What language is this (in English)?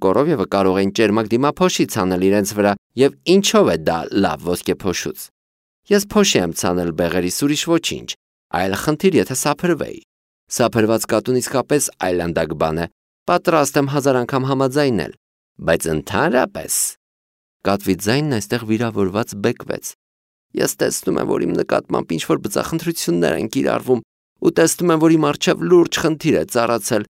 Armenian